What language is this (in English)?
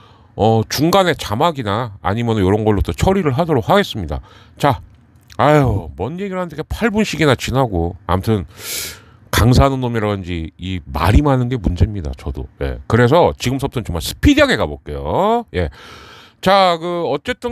Korean